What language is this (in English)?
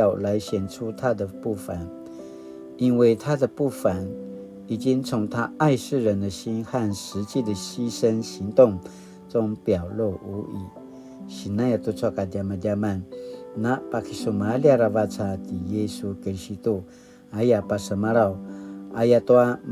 Paiwan